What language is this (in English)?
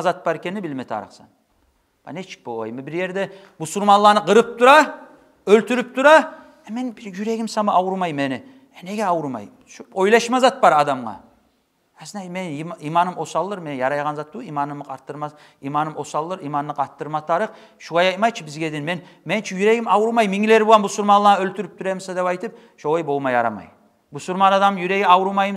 Kumyk